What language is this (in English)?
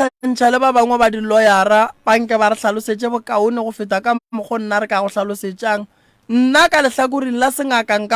Northern Sotho